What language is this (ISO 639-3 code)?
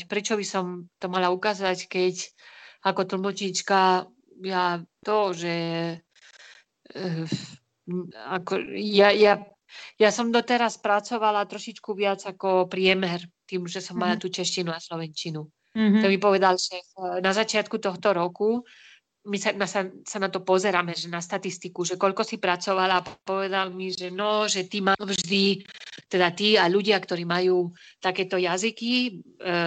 slk